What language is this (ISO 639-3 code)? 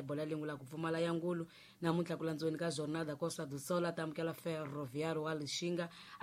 tso